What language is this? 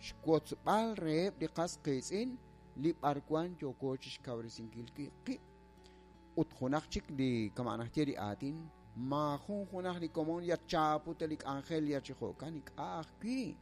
Kekchí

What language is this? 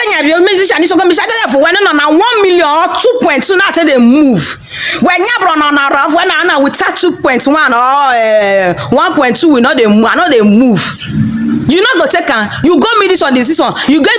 Nigerian Pidgin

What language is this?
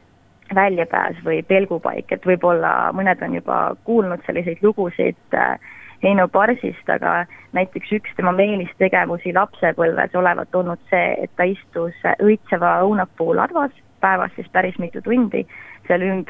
Estonian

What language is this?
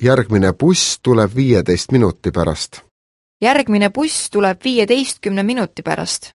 Estonian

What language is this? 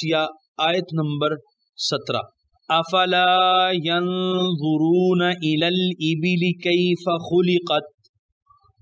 Urdu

